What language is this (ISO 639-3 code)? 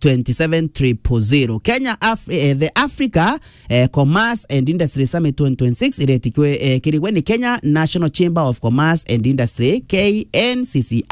mer